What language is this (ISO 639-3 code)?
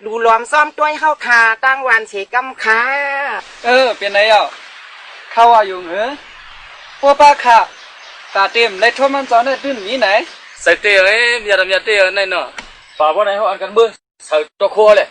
shn